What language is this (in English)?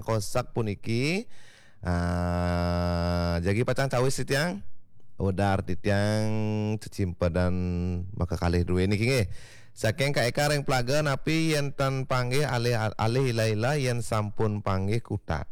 Balinese